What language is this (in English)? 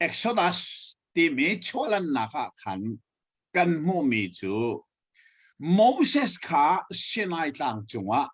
Hakha Chin